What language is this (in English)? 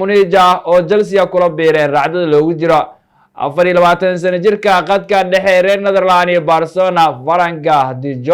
Somali